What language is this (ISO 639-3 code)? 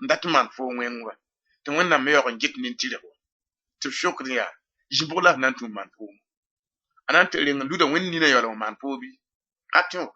mos